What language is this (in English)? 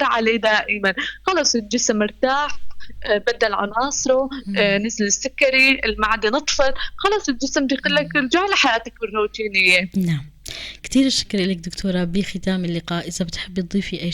North Levantine Arabic